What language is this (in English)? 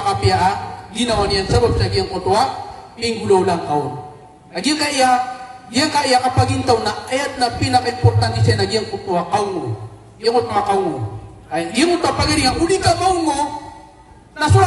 Maranao